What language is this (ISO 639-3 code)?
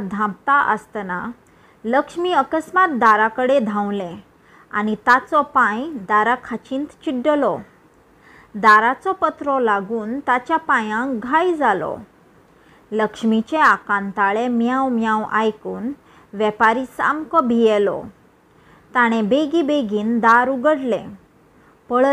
kok